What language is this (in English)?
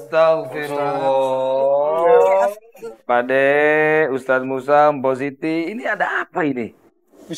Betawi